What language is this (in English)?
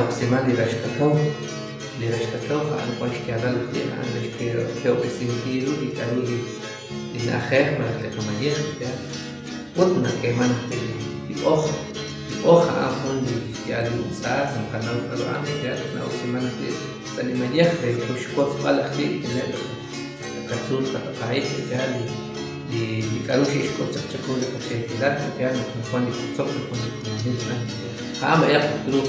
Kekchí